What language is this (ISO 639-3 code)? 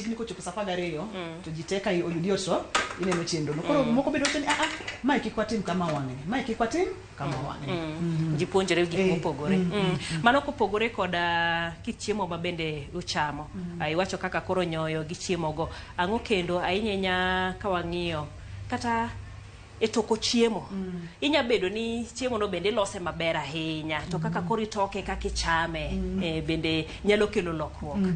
luo